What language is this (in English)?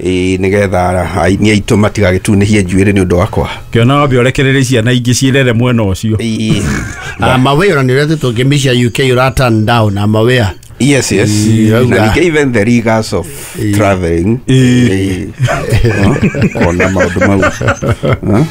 Kikuyu